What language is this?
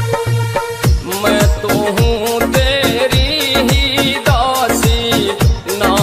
Haryanvi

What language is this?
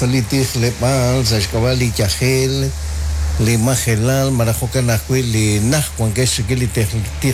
Kekchí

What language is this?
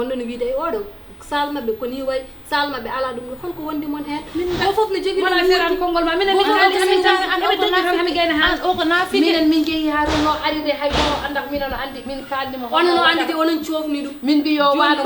Fula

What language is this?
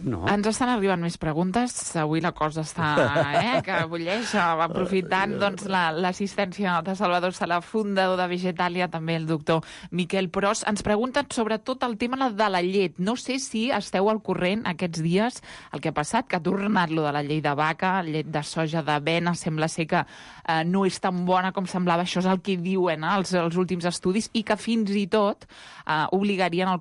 Catalan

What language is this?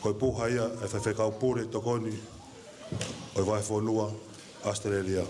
Tongan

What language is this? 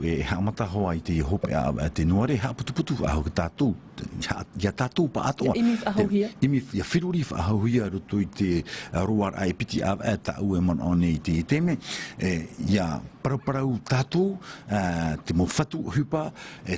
Tahitian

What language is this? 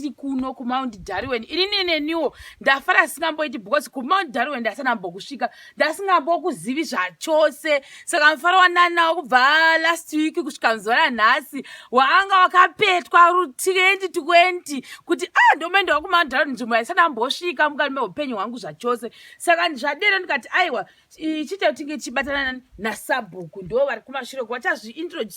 Shona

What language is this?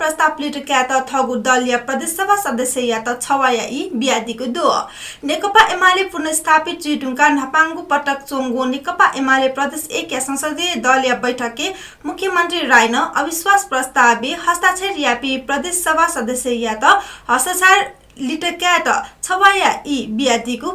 Newari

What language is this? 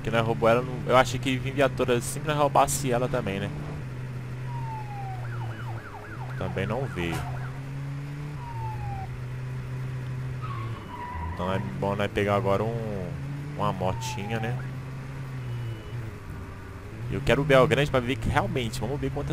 Portuguese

